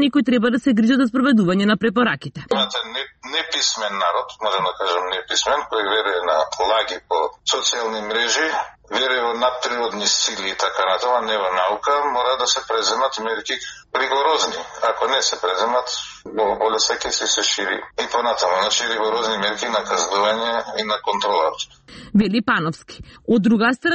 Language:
Macedonian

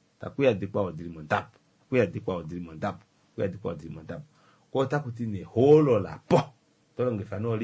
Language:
Kuanyama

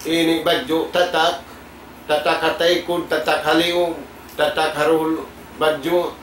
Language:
Tausug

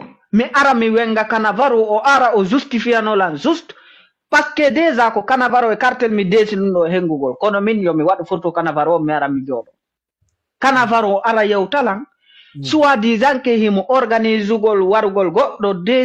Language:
Fula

